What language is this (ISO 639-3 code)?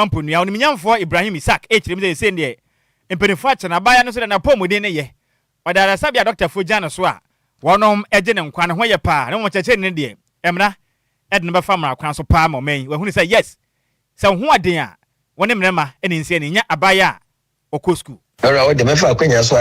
aka